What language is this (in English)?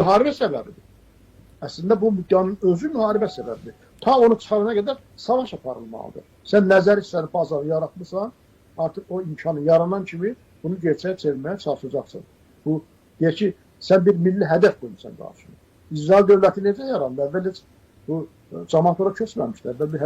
Azerbaijani